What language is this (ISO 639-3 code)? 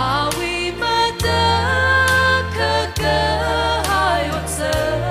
nmf